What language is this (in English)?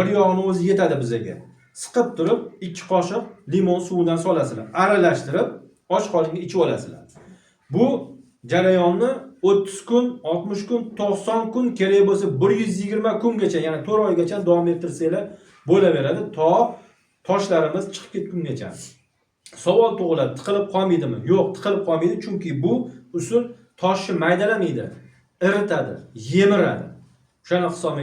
Uzbek